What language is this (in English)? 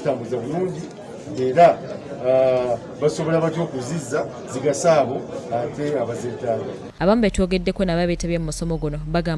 Ganda